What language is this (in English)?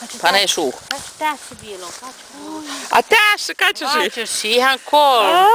Karelian